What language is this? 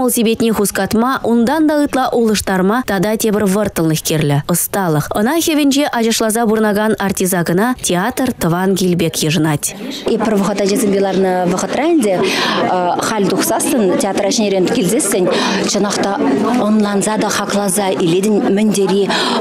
Chuvash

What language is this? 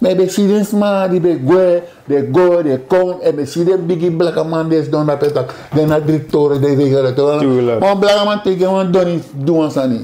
Sranan Tongo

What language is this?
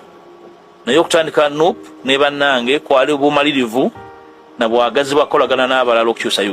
Ganda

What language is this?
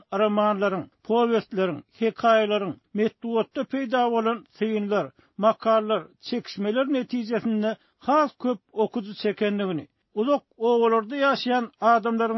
Turkmen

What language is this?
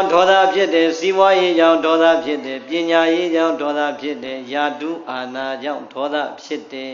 Burmese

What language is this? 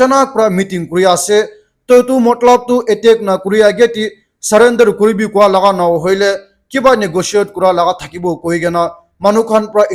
Naga Pidgin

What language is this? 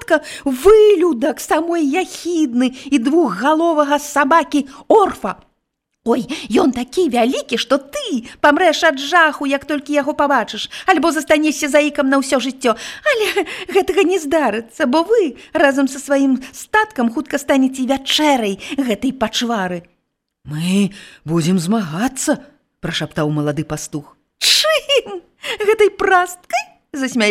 Belarusian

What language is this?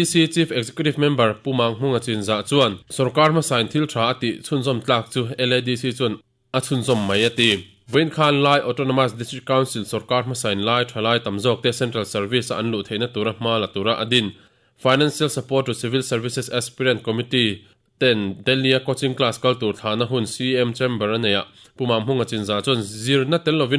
Mizo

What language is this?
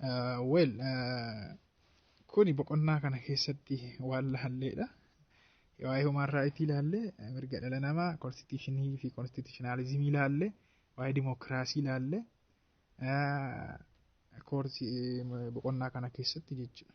Oromo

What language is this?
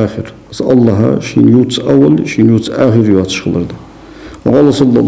Ingush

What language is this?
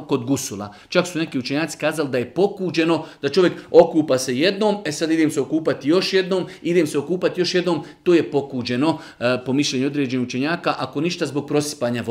Bosnian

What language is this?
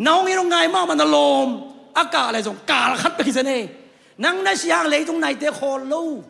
Tedim Chin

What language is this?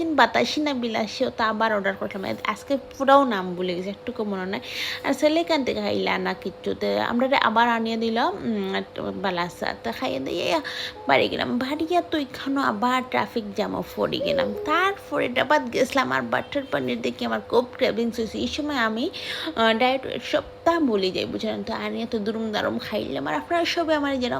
Sylheti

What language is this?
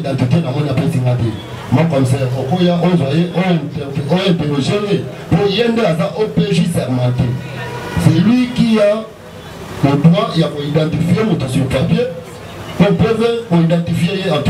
Lingala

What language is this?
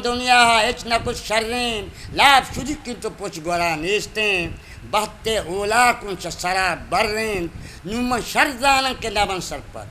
Eastern Balochi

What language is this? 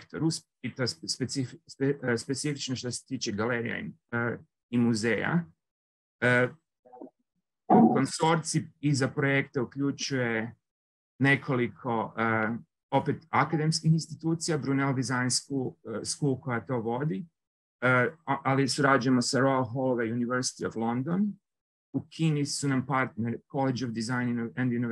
Croatian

